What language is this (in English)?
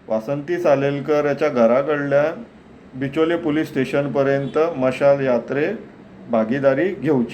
Konkani